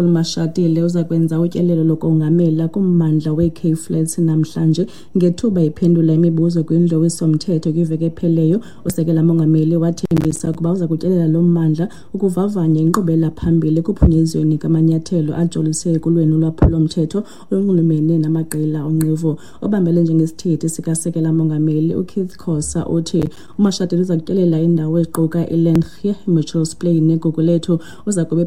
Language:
Xhosa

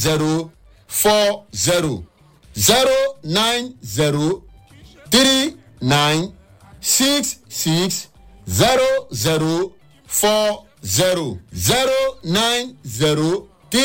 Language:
Nigerian Pidgin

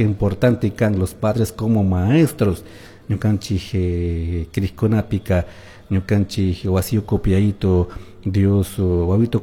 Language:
Chimborazo Highland Quichua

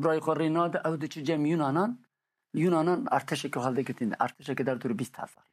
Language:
Kurdish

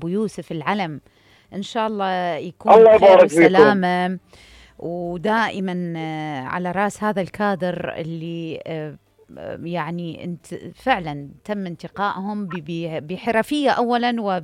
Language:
Mesopotamian Arabic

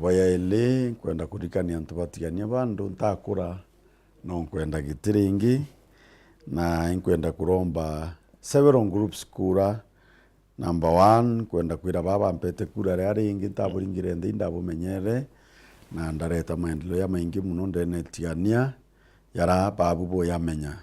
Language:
Meru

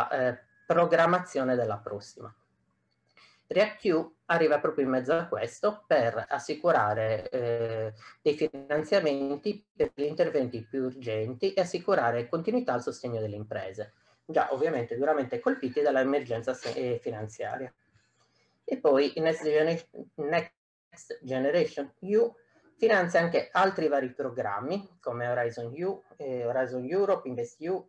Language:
Italian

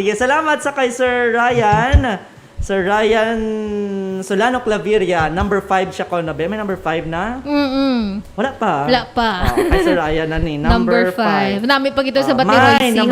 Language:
Hiligaynon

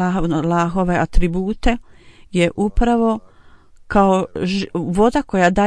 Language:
Bosnian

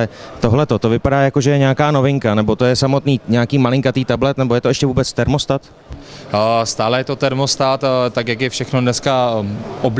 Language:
Czech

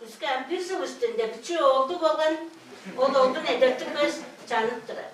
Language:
Tuvinian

